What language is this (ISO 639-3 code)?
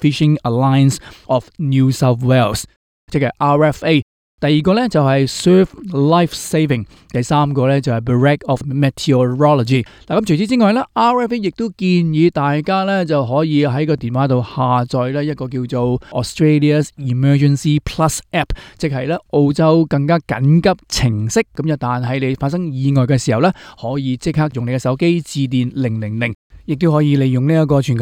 yue